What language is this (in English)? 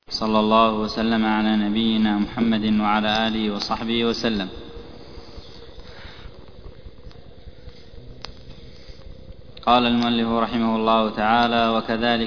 Arabic